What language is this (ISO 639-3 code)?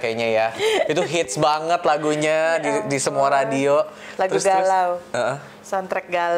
ind